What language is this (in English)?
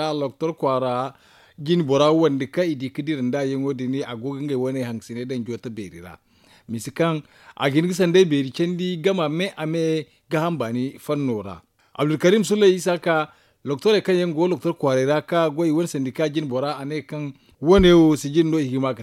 Zarma